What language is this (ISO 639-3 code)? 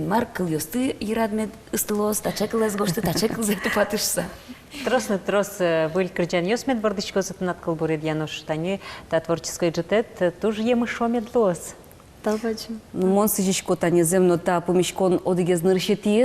udm